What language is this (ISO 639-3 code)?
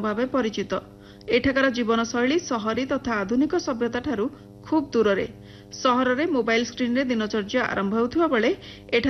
ori